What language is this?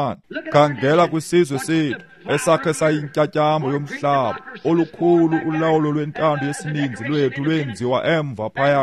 Xhosa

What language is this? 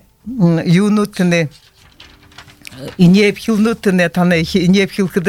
Buriat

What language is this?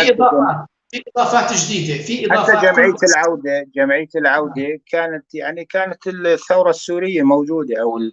North Levantine Arabic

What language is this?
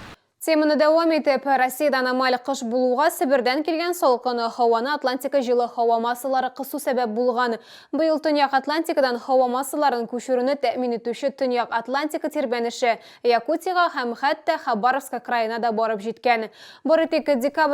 Tatar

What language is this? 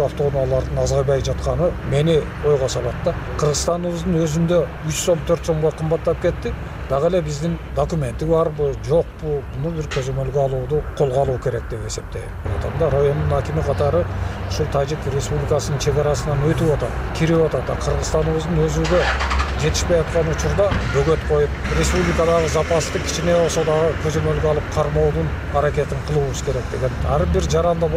Kyrgyz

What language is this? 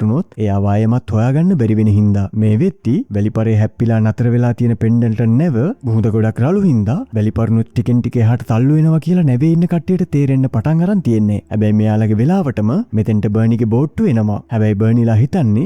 Sinhala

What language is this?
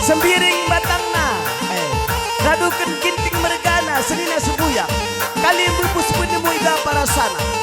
Batak Karo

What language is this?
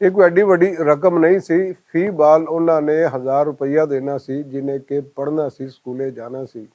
Western Panjabi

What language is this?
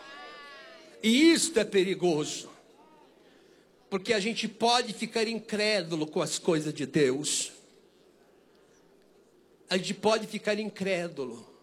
Portuguese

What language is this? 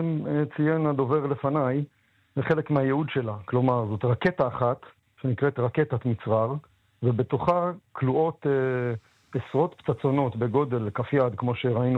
Hebrew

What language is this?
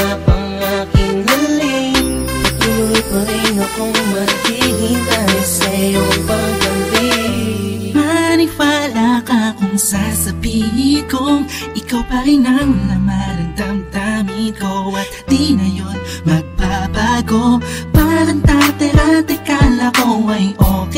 Filipino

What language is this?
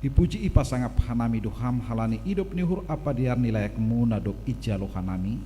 Batak Simalungun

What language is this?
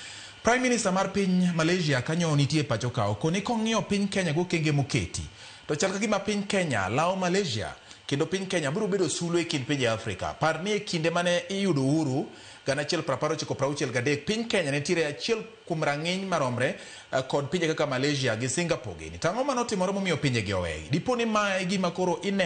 Luo (Kenya and Tanzania)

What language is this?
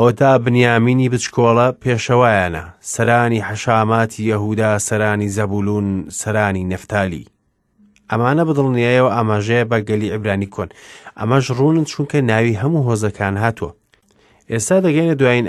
Central Kurdish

